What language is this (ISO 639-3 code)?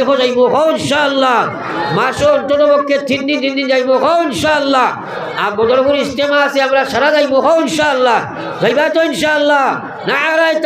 syl